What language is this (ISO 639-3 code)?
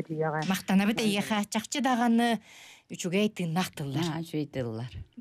sah